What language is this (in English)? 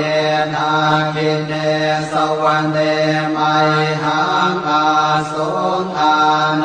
Pali